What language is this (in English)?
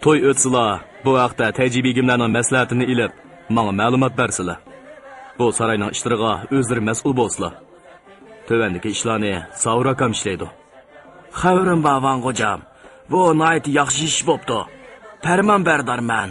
Uyghur